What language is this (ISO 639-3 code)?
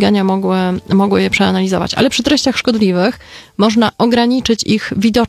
pol